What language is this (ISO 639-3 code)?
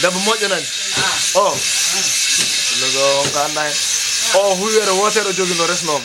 ful